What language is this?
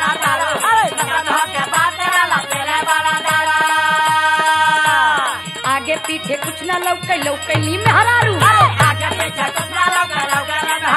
Bhojpuri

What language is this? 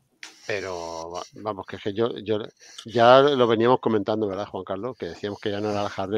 Spanish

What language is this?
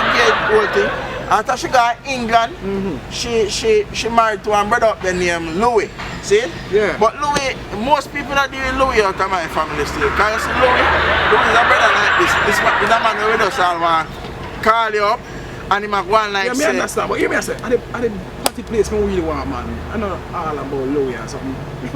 Jamaican Creole English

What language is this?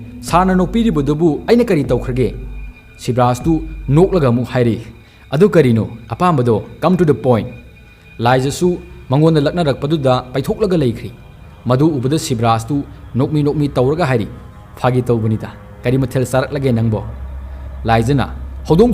Manipuri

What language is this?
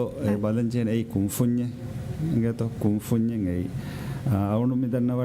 Divehi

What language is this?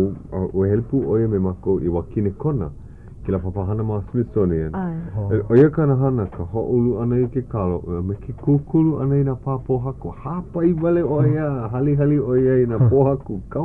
Hawaiian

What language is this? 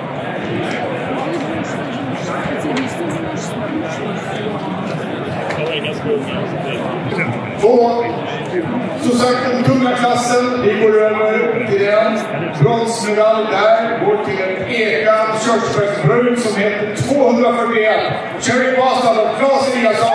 Swedish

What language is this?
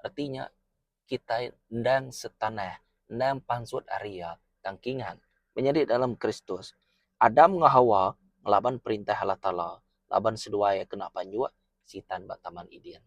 Iban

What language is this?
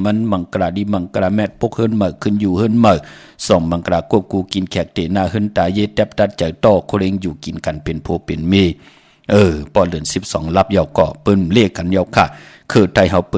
Shan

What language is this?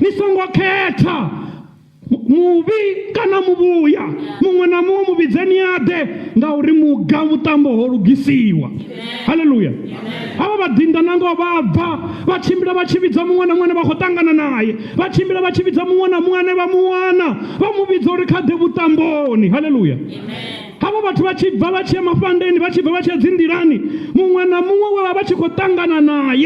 Venda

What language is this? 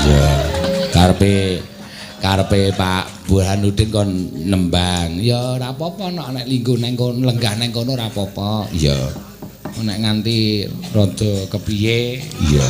Javanese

